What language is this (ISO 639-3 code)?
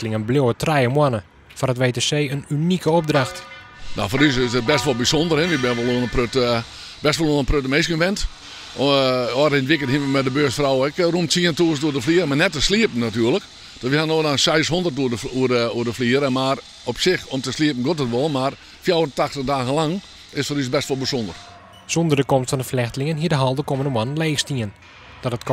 fry